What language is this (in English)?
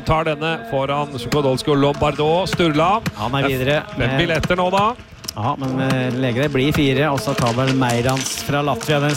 Norwegian